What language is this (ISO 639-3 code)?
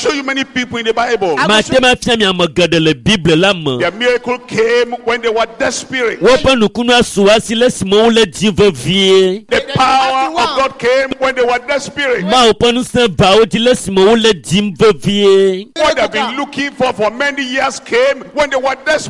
ewe